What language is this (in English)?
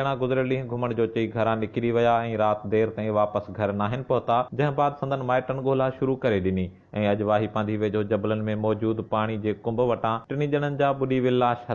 Sindhi